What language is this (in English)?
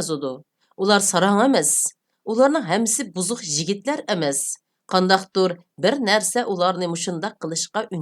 Uyghur